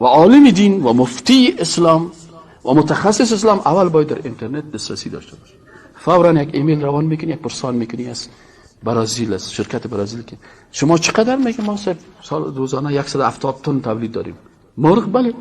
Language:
Persian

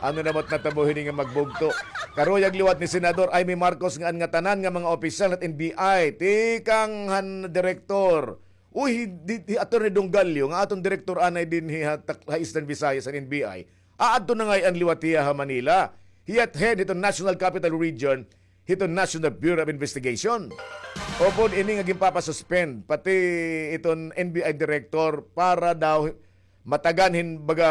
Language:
Waray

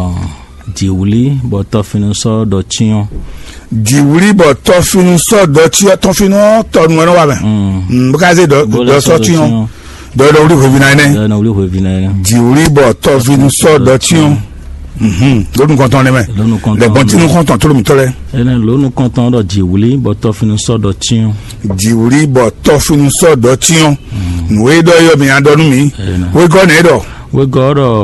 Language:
Fon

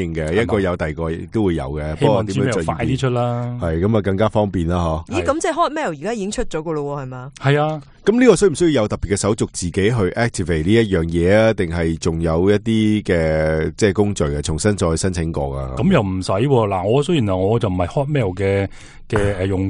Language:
Cantonese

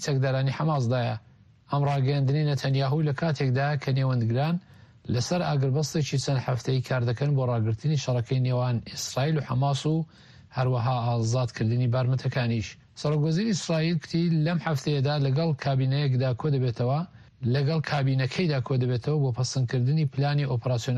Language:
Central Kurdish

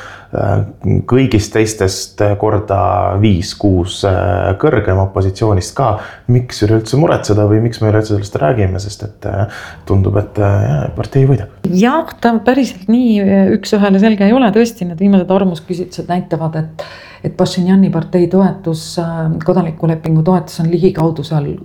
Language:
Estonian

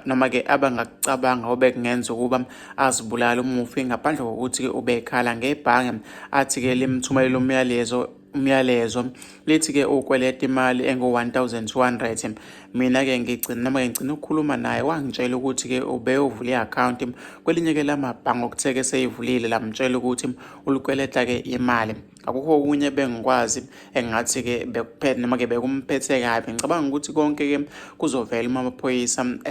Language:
Zulu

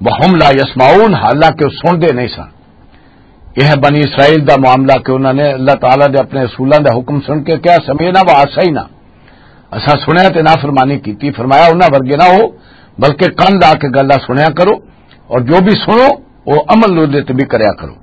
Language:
Western Panjabi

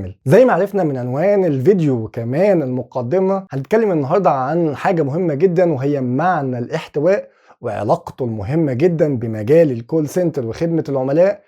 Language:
Egyptian Arabic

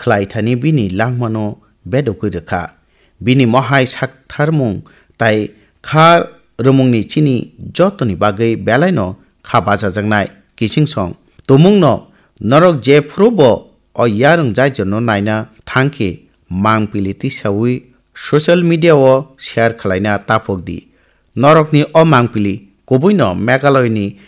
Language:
Kok Borok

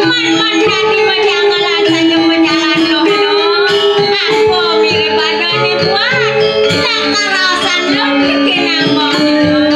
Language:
Balinese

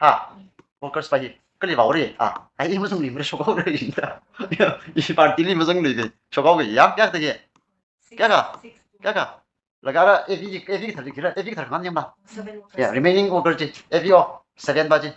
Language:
Tangkhul Naga (India)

